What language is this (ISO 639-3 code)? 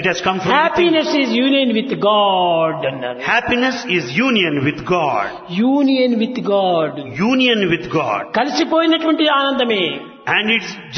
tel